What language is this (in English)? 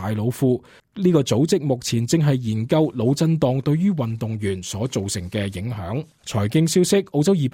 Cantonese